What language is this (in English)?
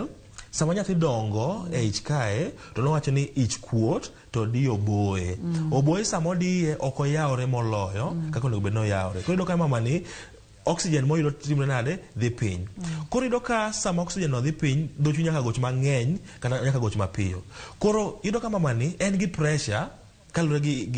Luo (Kenya and Tanzania)